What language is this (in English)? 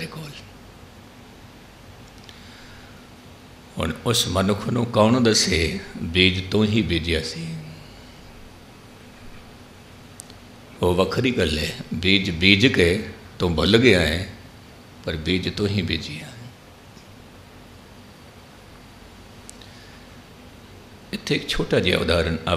Punjabi